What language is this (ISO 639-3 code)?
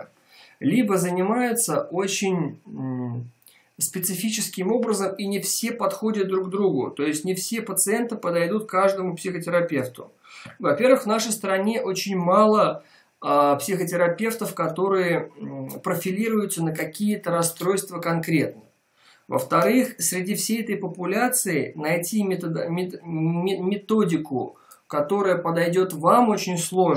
rus